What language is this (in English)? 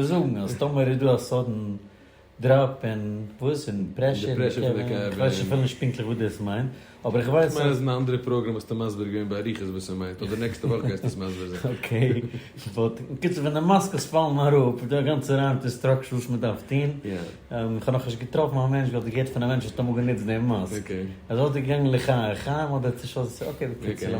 Yiddish